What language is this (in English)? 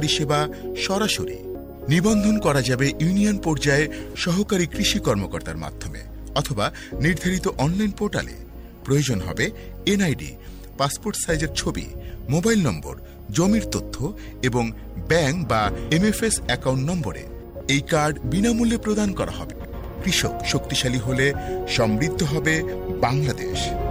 Bangla